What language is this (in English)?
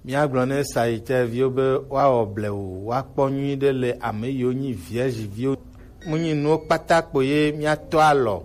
Gen